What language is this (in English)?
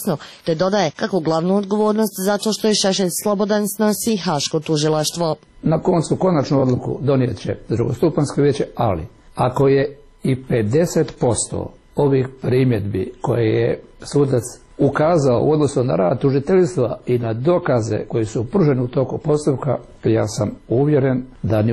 Croatian